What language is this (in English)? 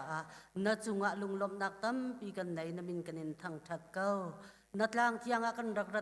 Hakha Chin